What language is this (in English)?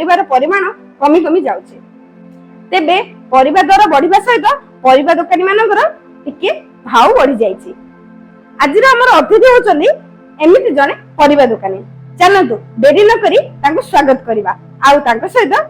Odia